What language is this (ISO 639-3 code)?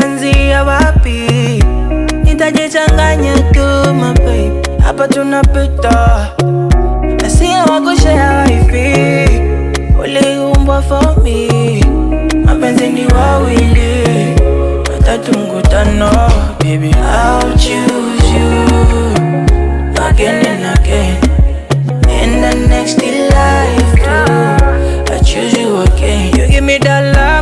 swa